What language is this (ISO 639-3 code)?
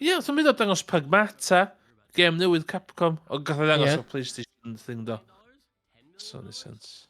cym